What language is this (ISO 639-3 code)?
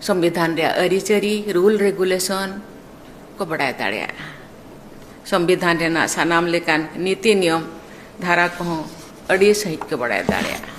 sat